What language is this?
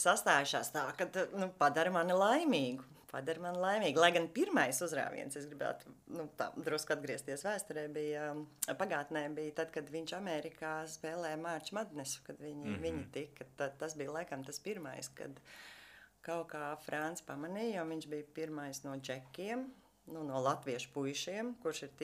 Latvian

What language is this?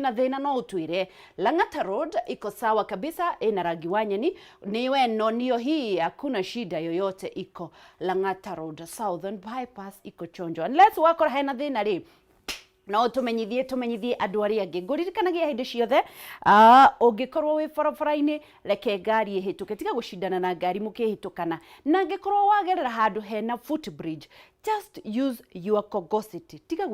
Kikuyu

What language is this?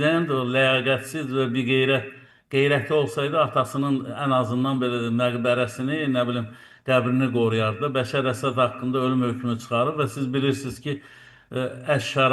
Azerbaijani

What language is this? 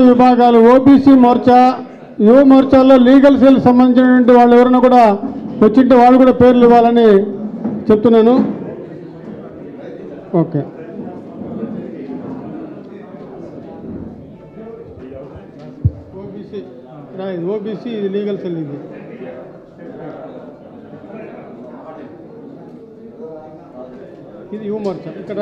Telugu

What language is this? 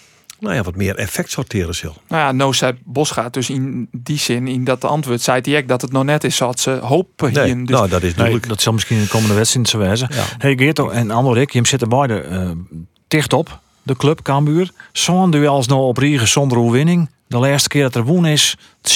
Western Frisian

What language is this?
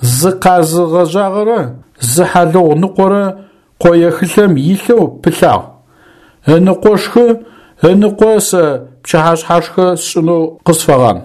Adyghe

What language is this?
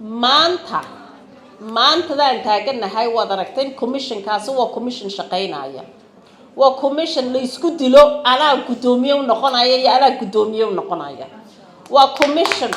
Somali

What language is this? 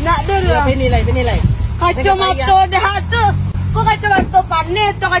Minangkabau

